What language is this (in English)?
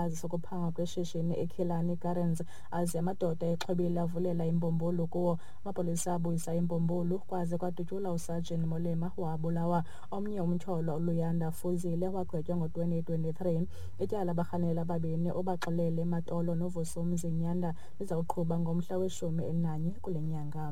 Xhosa